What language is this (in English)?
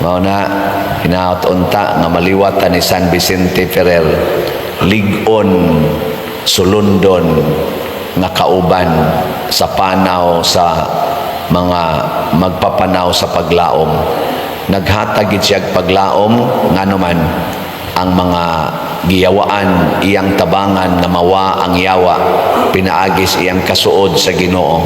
Cebuano